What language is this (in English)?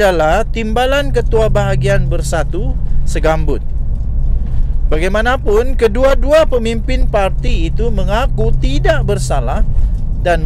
Malay